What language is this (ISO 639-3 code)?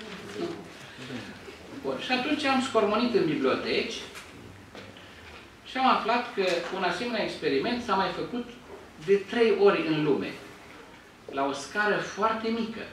ron